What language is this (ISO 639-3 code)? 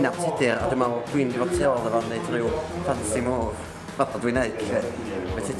cym